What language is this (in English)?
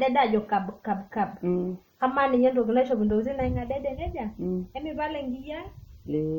Masai